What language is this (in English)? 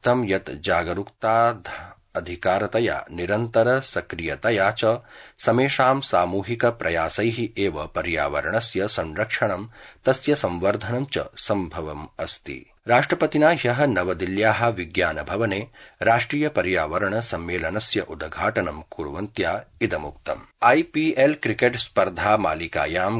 Sanskrit